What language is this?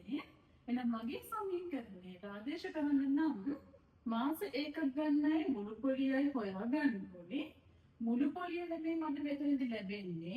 Sinhala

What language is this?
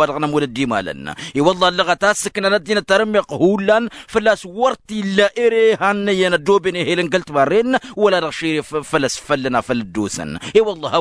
Tamasheq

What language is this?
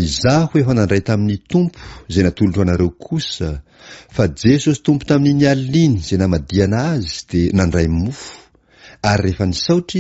Malagasy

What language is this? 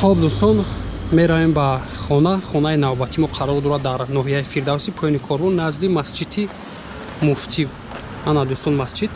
Tajik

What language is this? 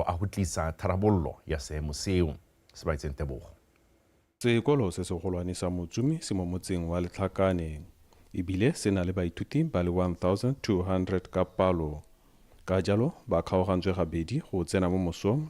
Tswana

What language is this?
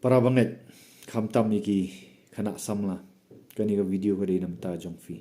Khasi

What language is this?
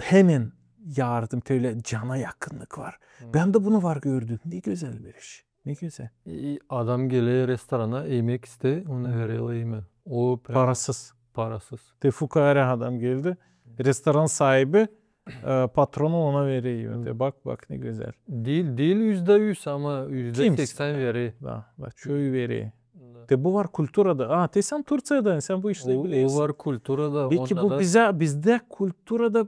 Gagauz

